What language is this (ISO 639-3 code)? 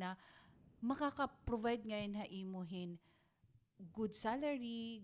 war